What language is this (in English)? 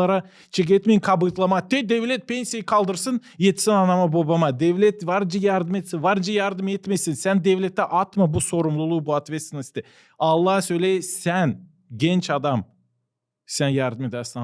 Gagauz